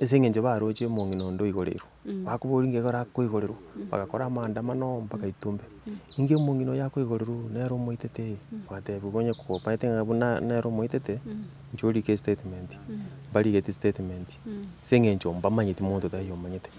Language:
Gusii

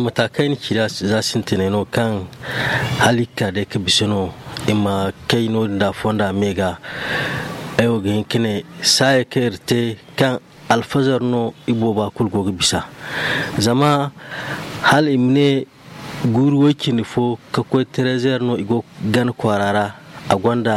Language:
Zarma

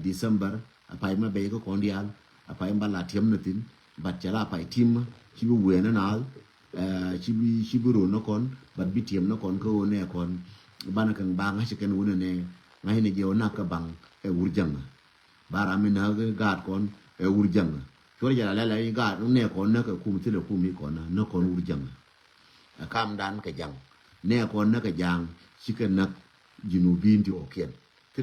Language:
Nuer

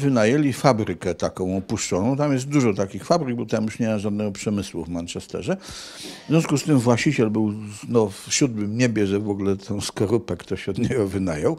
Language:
Polish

